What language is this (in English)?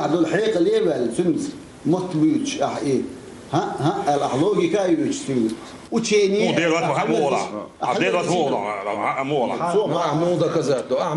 Chechen